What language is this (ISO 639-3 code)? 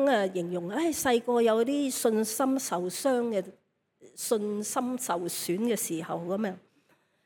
yue